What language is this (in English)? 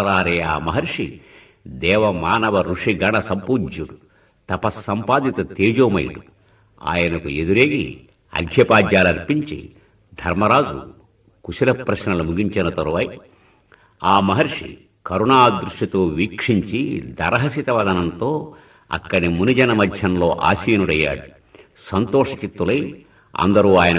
Telugu